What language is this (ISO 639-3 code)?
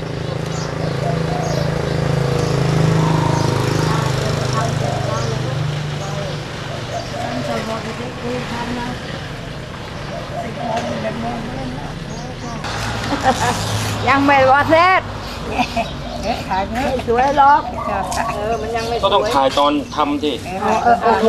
tha